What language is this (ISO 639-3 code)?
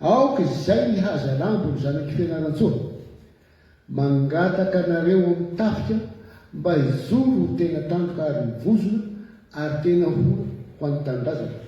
mlg